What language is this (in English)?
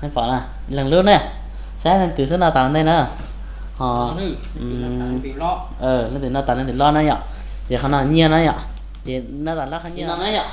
Hmong